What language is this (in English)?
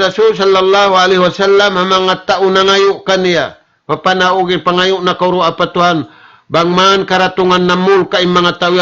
Tausug